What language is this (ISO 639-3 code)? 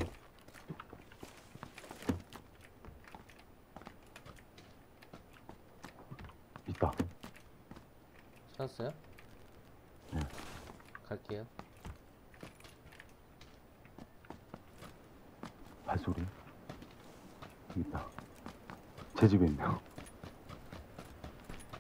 kor